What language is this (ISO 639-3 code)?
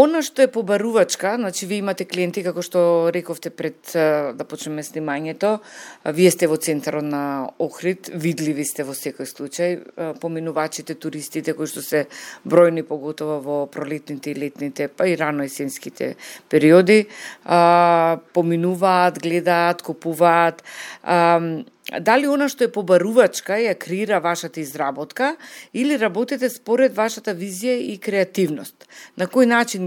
mkd